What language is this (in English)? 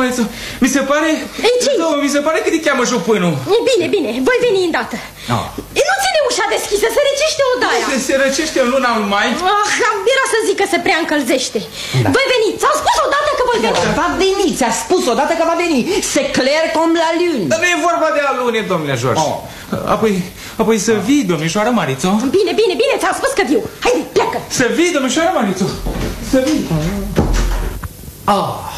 Romanian